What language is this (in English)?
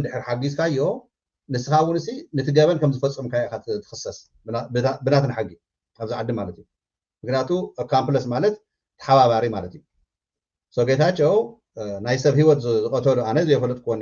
Tigrinya